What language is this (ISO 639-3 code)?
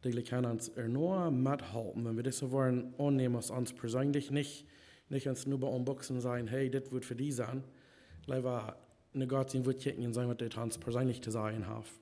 pdt